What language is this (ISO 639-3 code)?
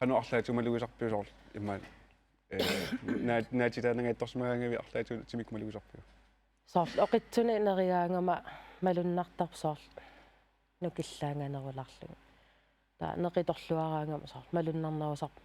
kal